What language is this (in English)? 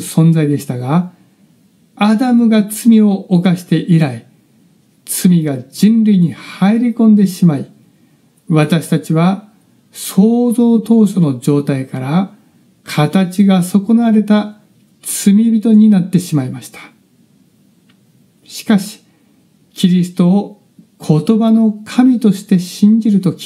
Japanese